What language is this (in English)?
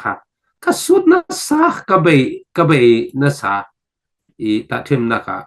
Falam Chin